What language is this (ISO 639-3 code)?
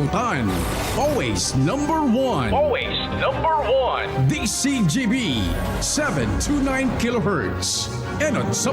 bik